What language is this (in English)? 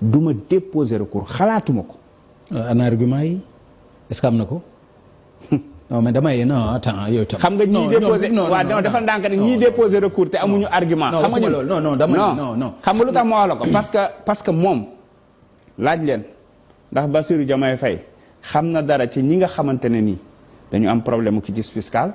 Wolof